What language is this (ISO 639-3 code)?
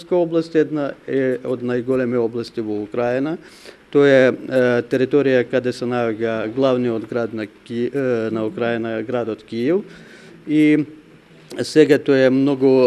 mkd